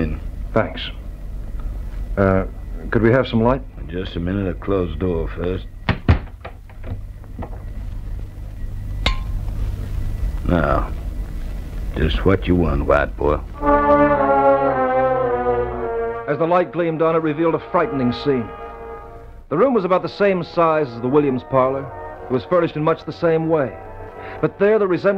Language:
English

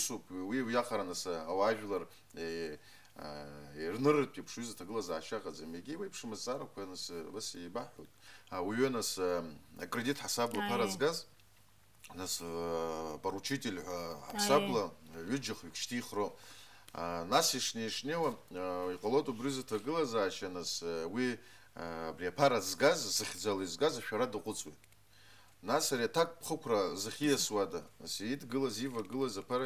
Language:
Abkhazian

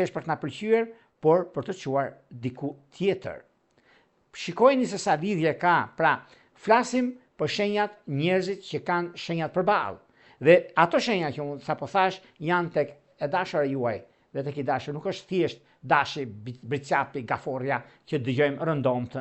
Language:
Albanian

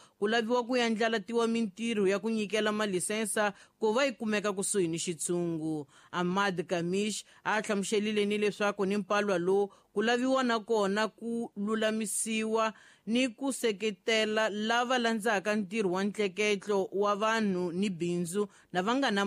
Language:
Tsonga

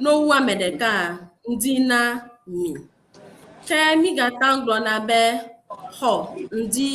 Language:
Ewe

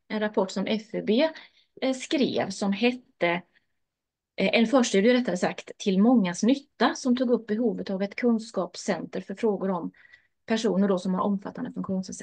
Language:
Swedish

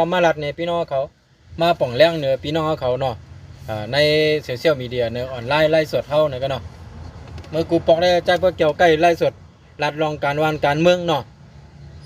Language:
Shan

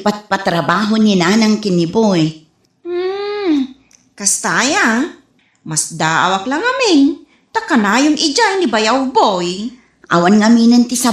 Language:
Iloko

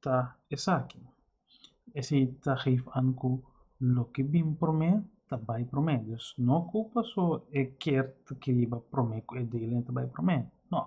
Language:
Papiamento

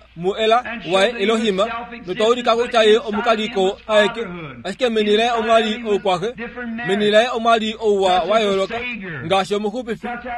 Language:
Kuanyama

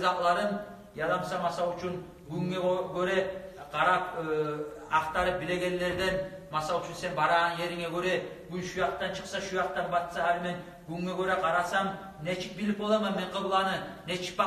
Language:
Kumyk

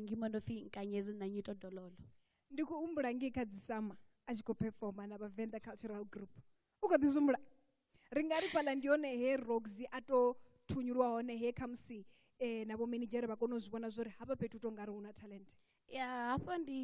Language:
Venda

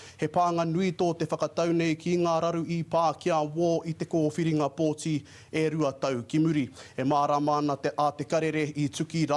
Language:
Māori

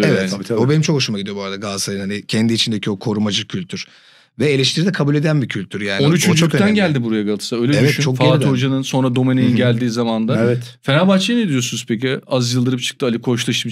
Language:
Turkish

